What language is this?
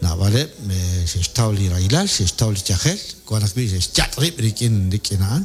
Kekchí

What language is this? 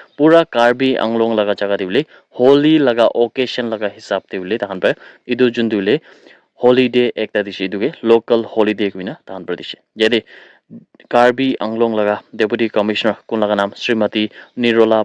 Naga Pidgin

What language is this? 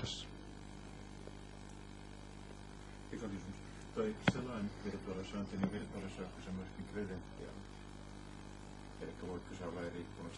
Finnish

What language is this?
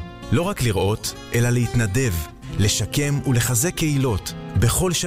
Hebrew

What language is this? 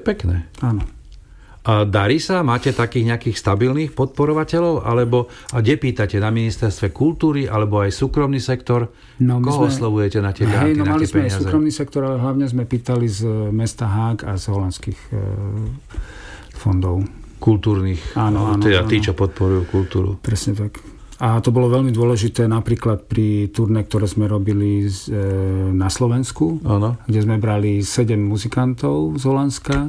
Slovak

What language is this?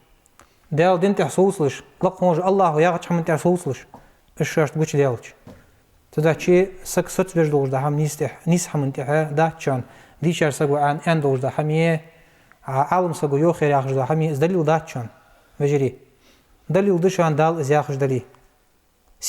Ingush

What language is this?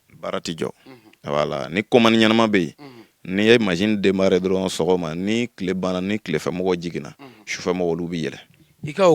Bambara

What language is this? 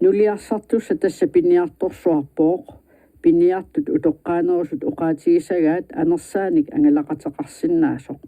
Kalaallisut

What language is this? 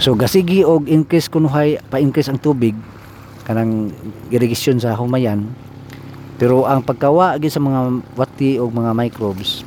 Cebuano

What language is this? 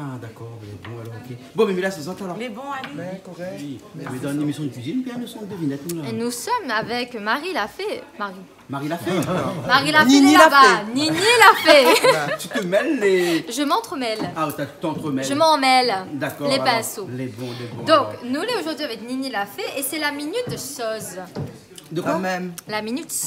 Réunion Creole French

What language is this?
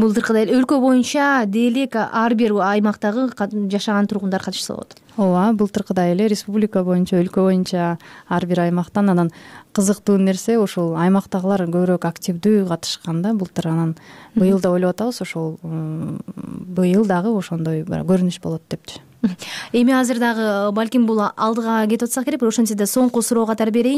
Kyrgyz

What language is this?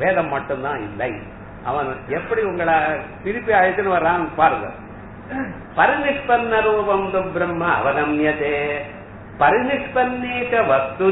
Tamil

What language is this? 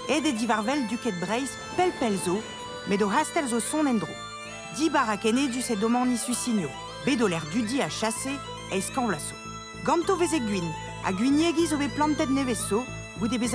Breton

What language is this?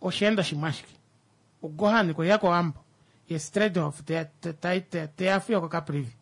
Kuanyama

